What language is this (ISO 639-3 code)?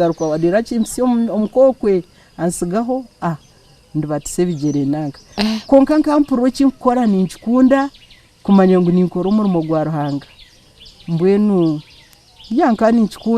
nyn